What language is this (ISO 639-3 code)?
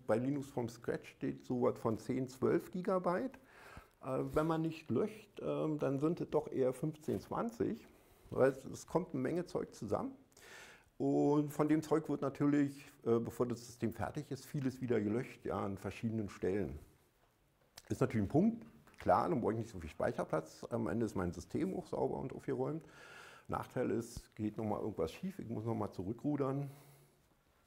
deu